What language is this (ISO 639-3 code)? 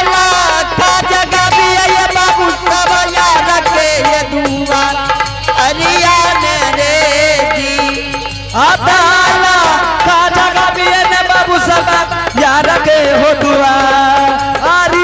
anp